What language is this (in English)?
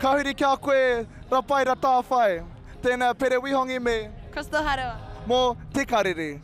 Māori